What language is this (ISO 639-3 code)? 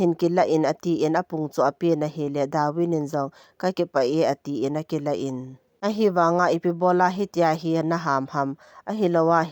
tcz